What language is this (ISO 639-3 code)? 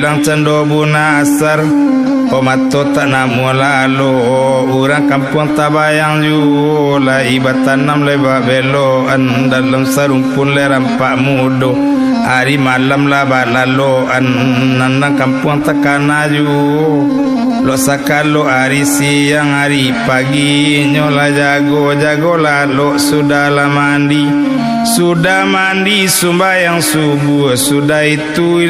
min